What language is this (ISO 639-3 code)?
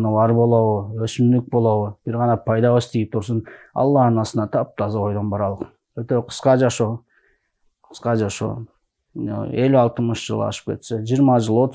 kir